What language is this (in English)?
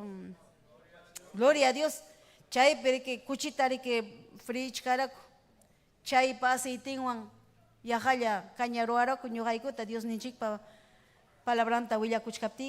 Ayacucho Quechua